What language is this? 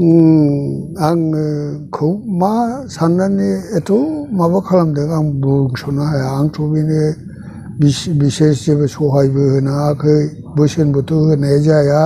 Bodo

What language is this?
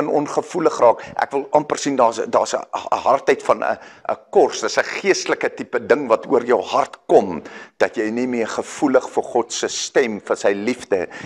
Afrikaans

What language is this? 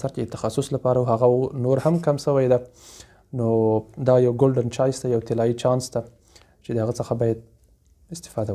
Pashto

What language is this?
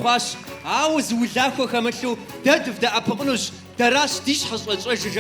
Kabardian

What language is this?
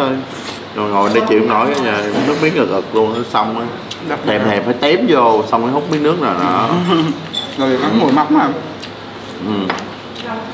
Vietnamese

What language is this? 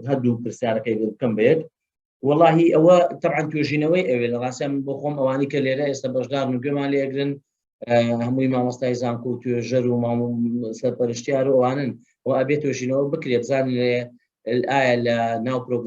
Central Kurdish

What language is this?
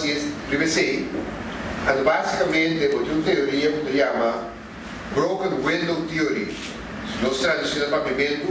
Papiamento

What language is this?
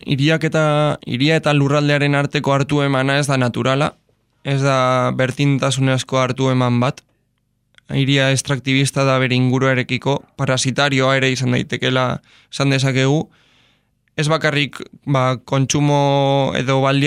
Basque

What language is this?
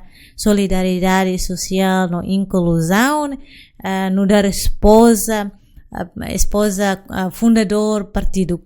Tetum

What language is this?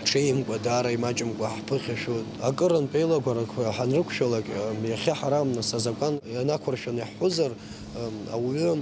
Abkhazian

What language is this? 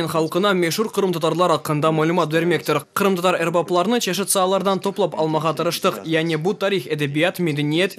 Crimean Tatar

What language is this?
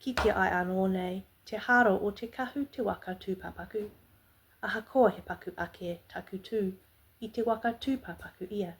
Māori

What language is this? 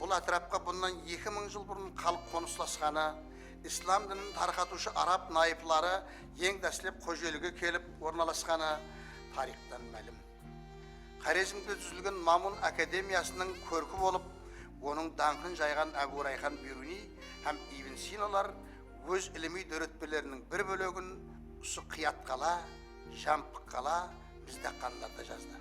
Kara-Kalpak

